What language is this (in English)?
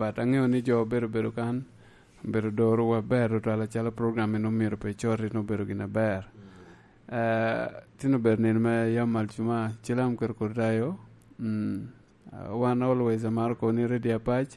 Lango (Uganda)